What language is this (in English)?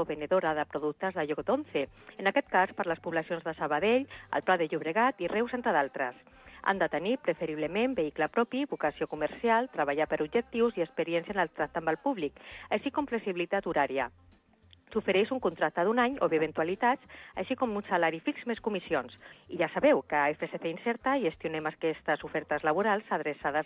Catalan